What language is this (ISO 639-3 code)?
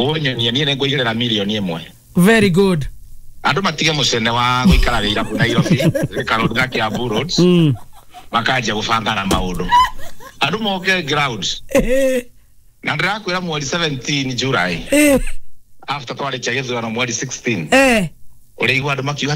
kik